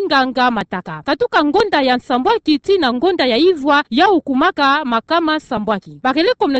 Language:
Kituba (Democratic Republic of Congo)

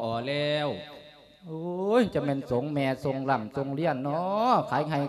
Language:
Lao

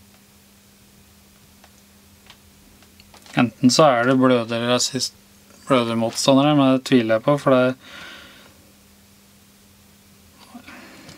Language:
Norwegian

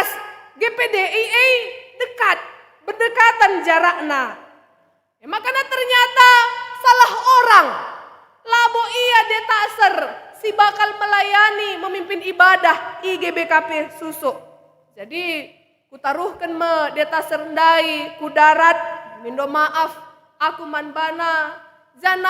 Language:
Batak Karo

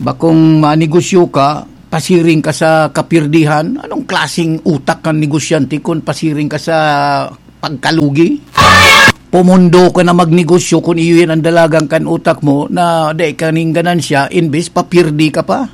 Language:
Bikol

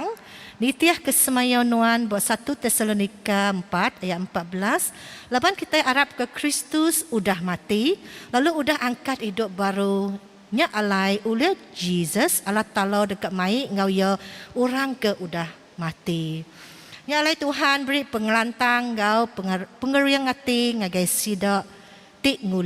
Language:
Iban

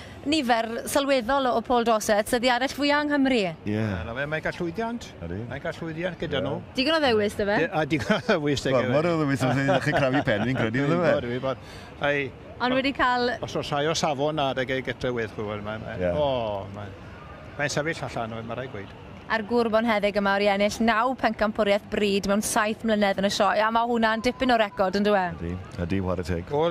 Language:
Welsh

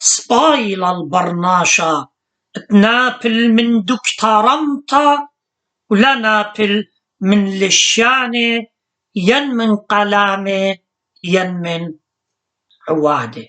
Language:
Assyrian Neo-Aramaic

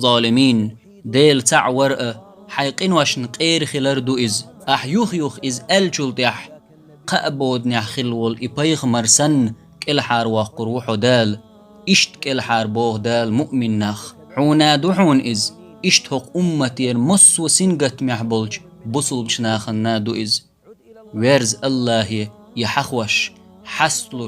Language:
Chechen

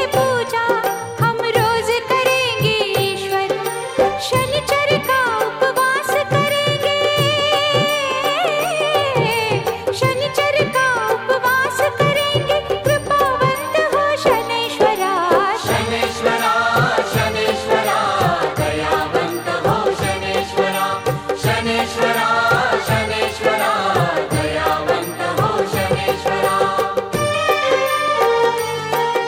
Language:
Hindi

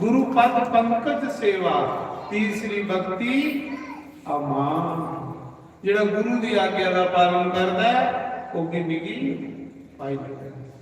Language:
Dogri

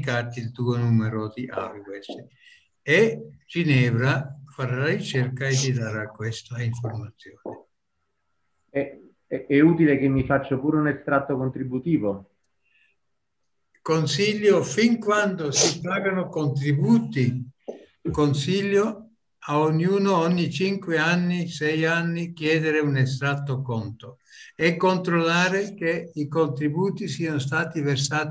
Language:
Italian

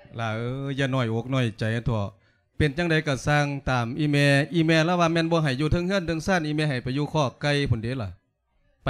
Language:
Lao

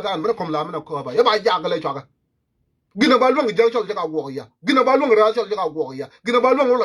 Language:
Nuer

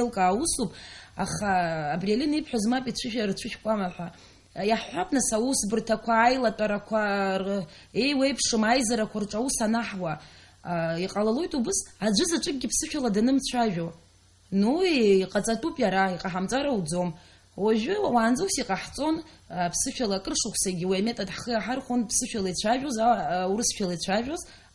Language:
Abkhazian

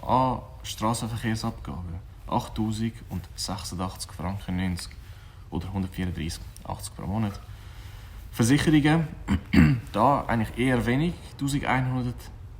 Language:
Swiss German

